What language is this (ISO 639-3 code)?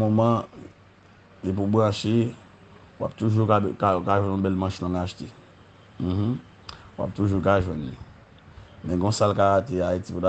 hat